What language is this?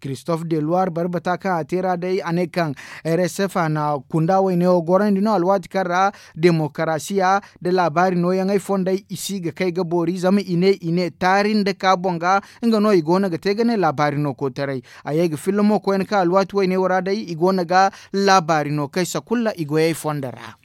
Zarma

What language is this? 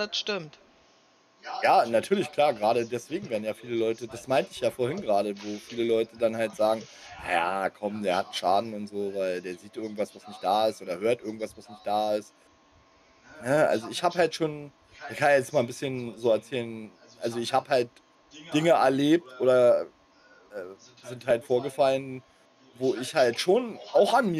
German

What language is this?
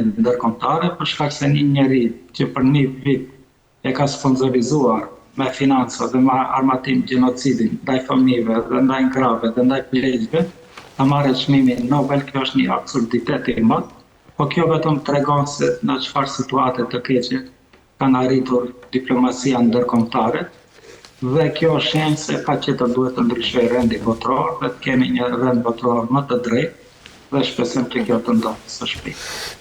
Albanian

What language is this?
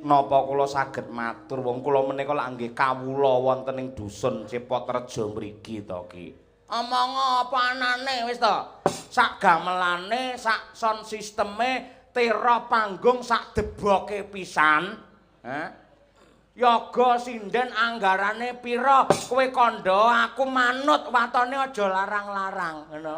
Javanese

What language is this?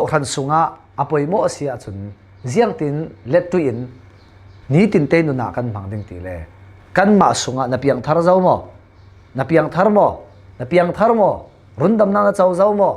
Falam Chin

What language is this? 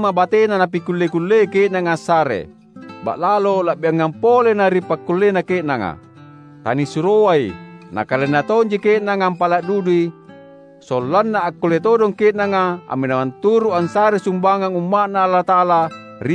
Makasar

